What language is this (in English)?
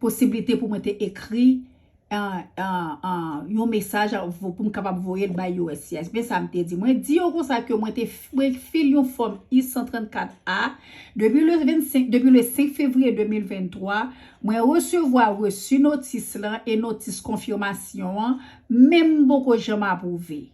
Haitian Creole